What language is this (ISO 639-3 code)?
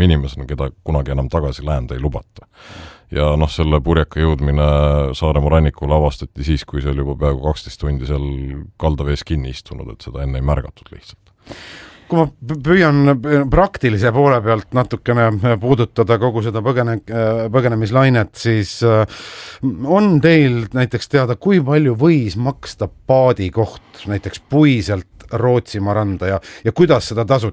est